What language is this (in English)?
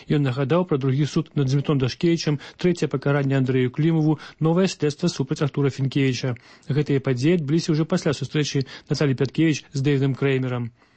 Belarusian